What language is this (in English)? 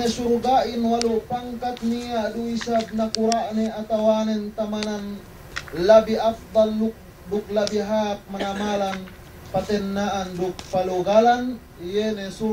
Yakan